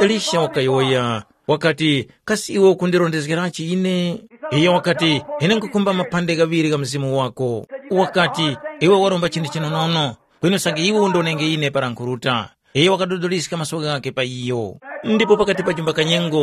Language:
Tumbuka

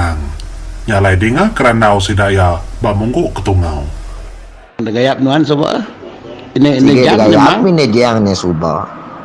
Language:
Iban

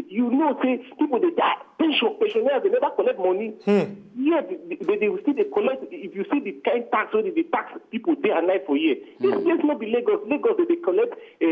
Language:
Nigerian Pidgin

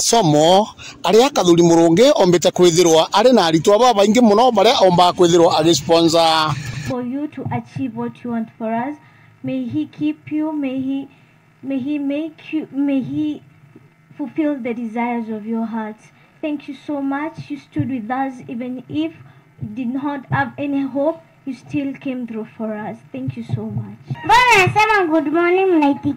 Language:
Meru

